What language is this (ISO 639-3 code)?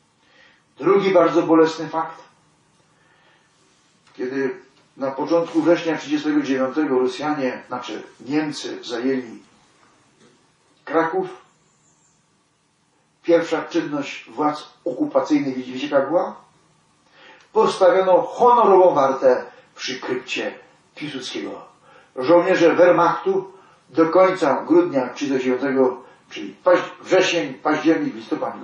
pol